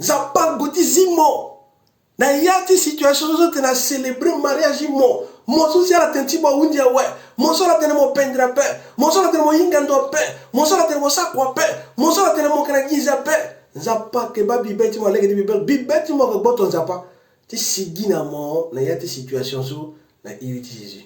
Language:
Sango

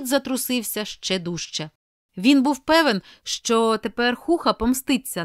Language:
Ukrainian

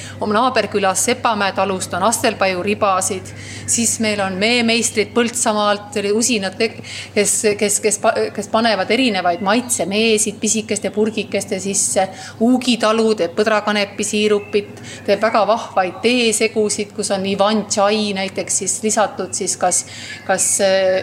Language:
Estonian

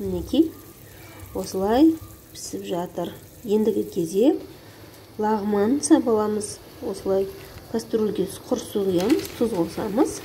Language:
Kazakh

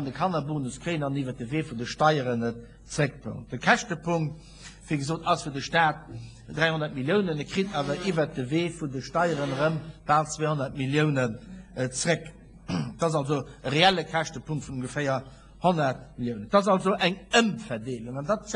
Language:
Luxembourgish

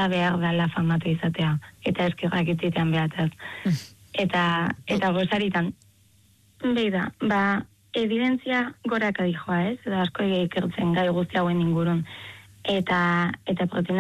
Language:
Basque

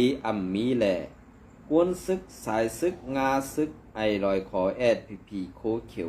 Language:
Shan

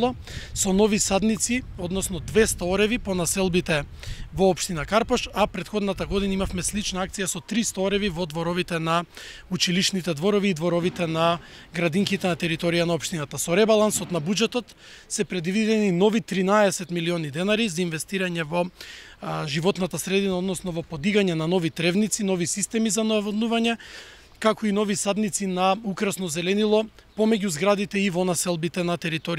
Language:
Macedonian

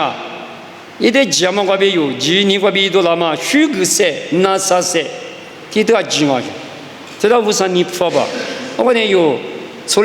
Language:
Lisu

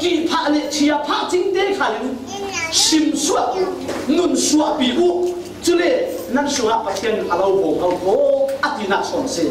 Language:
Falam Chin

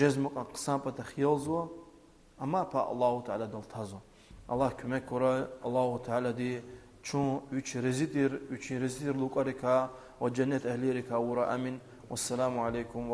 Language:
Lezghian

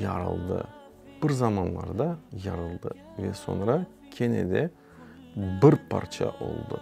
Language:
Crimean Tatar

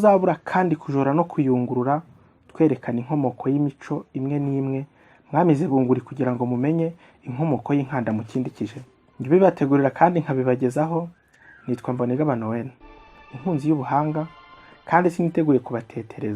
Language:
Kinyarwanda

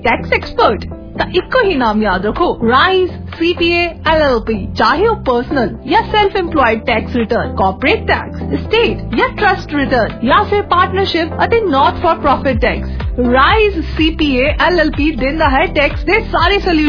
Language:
Punjabi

